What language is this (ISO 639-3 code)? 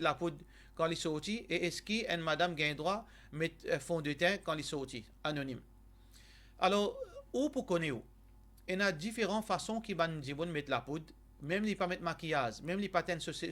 mfe